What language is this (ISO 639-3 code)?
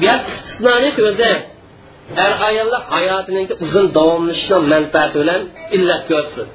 uig